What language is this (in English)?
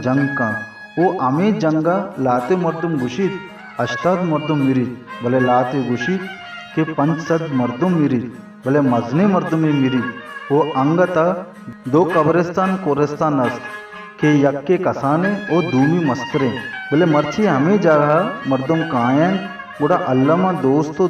Baluchi